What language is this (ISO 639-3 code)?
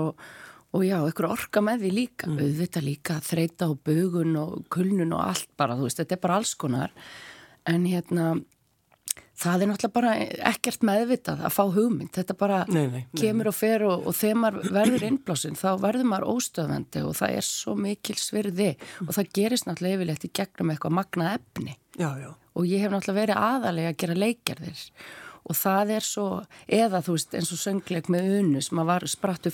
isl